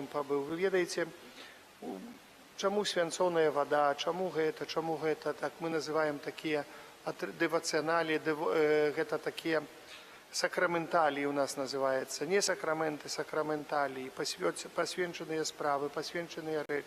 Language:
Belarusian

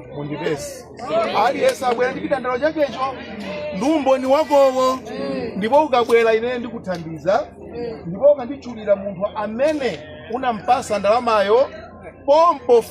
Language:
Nyanja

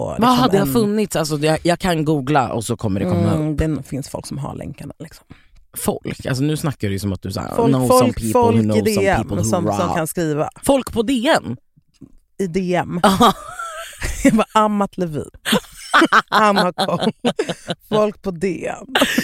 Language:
Swedish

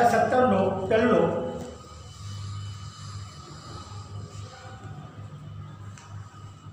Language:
Gujarati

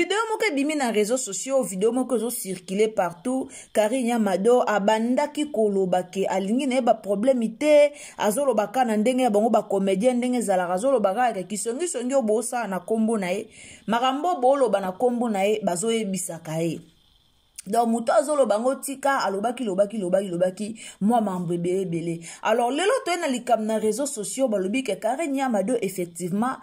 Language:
Lingala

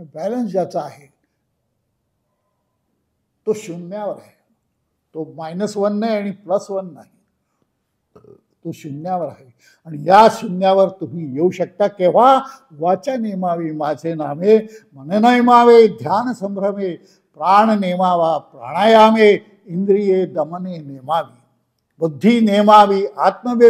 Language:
Marathi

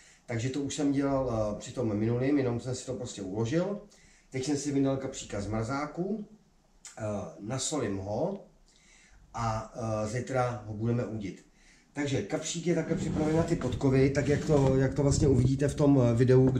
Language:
Czech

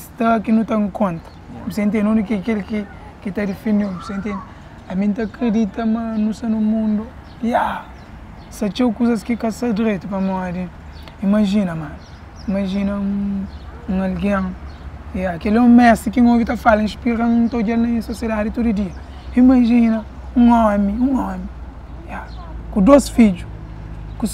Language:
Kabuverdianu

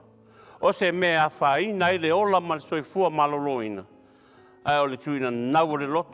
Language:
Samoan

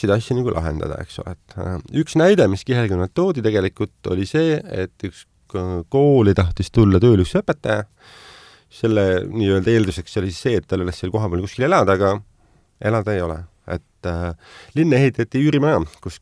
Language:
Estonian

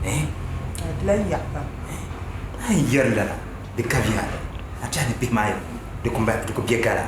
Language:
Dagbani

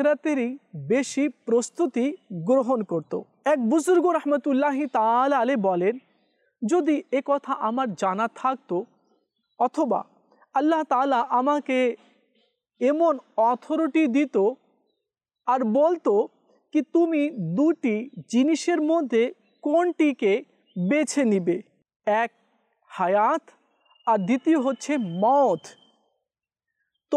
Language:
Bangla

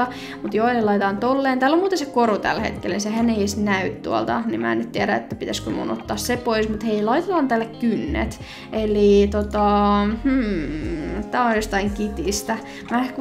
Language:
Finnish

